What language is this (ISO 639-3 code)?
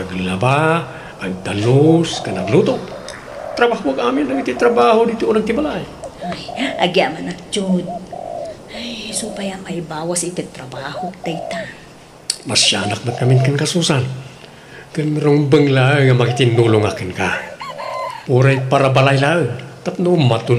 ilo